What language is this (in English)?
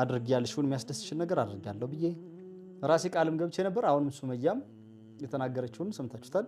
Amharic